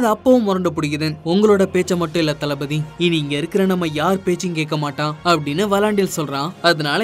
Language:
Tamil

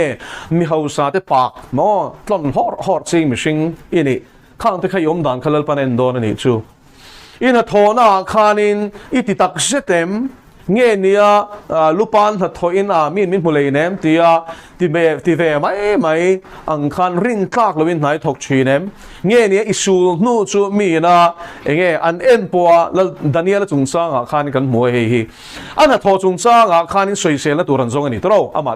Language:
Mizo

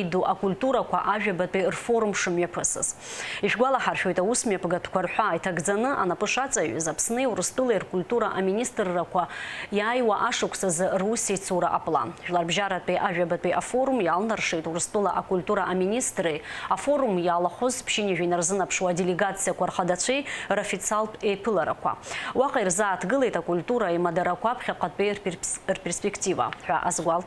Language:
Abkhazian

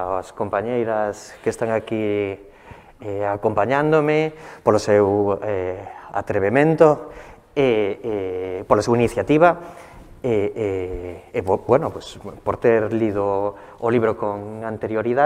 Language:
Galician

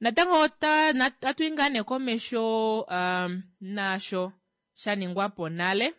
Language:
Kuanyama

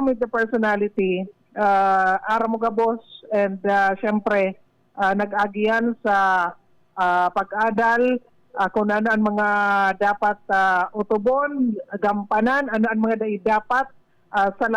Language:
Bikol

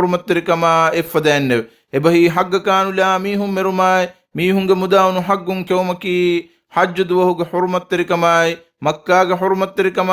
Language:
Divehi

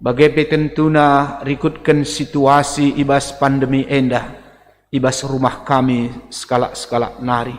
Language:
Batak Karo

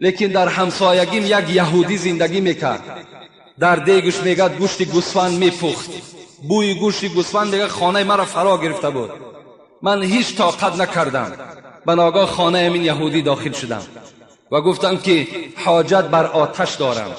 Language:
Tajik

